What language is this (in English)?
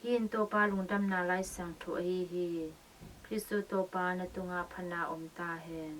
Tedim Chin